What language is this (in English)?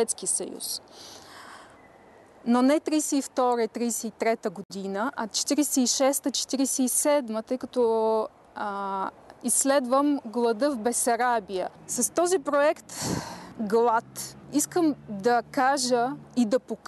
Bulgarian